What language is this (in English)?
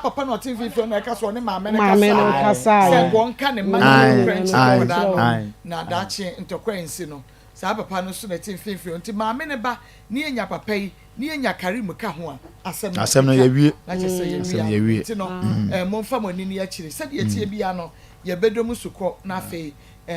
Akan